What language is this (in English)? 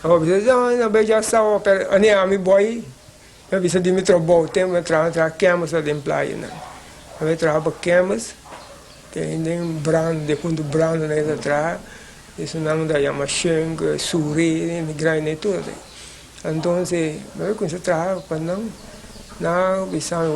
Papiamento